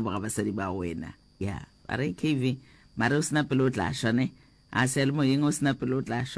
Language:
Northern Sotho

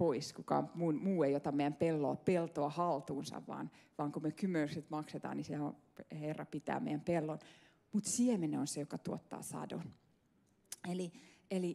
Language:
Finnish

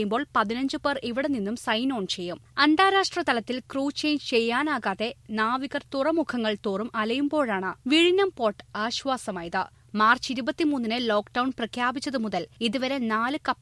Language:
Malayalam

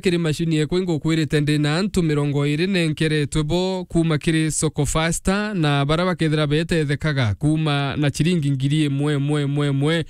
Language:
Meru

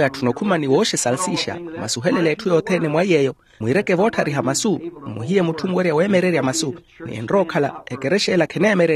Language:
Makhuwa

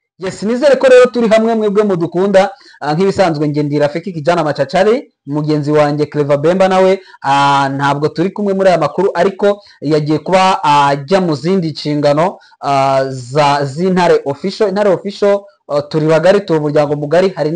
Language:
Kinyarwanda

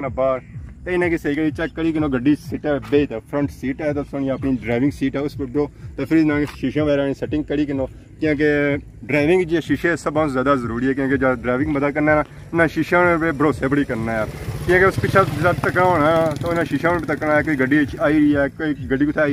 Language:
Pahari-Potwari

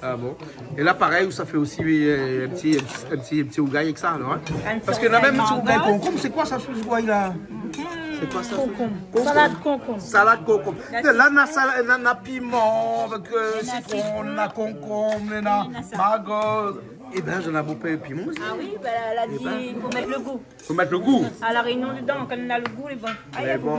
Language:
Réunion Creole French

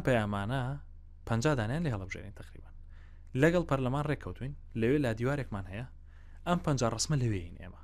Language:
Central Kurdish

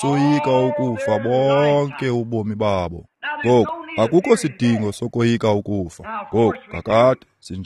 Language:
Xhosa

